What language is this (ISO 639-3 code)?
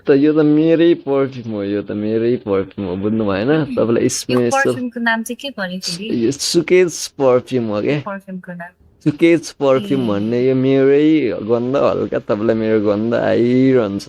nep